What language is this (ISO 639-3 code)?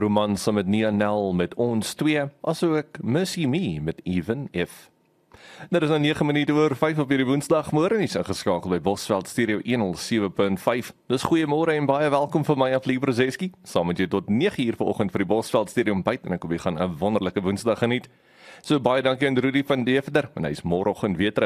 afr